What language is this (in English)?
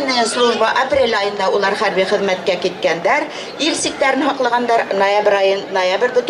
Bashkir